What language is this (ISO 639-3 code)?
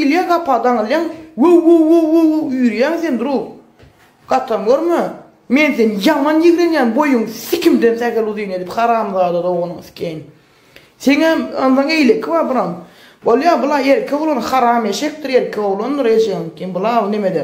tuk